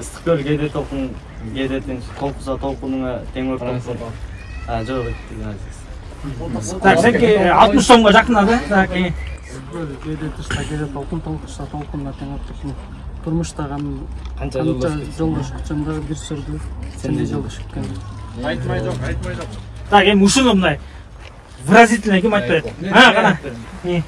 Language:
Kyrgyz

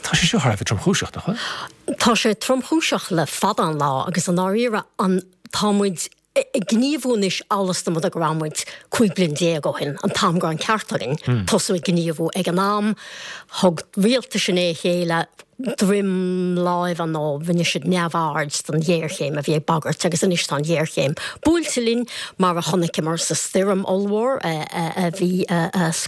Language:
Irish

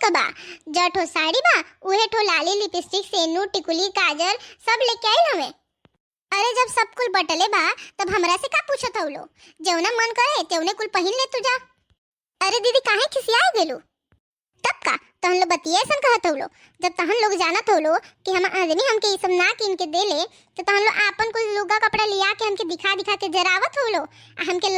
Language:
Bhojpuri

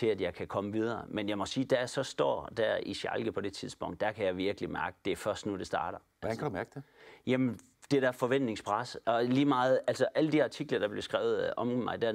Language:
Danish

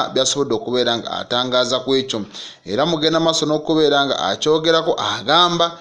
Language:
Ganda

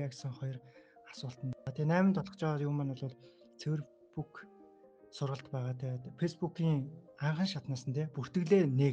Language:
Mongolian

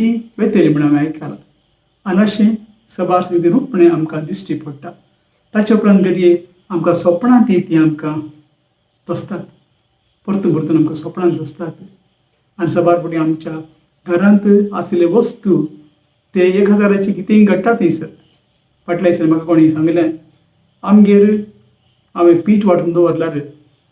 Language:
Konkani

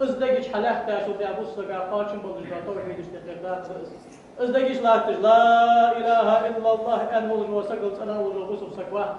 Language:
Ingush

